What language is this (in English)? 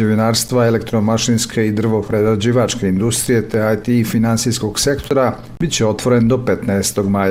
Bosnian